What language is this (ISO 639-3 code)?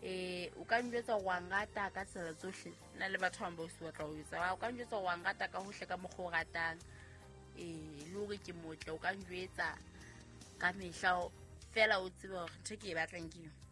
sot